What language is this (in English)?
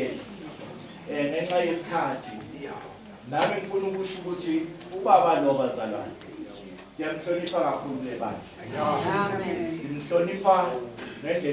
Zulu